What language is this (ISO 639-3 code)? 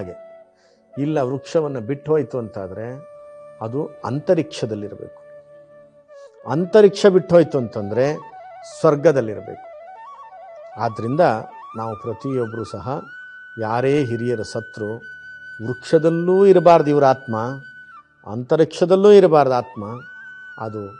kan